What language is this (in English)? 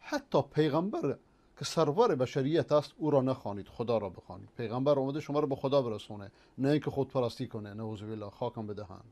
Persian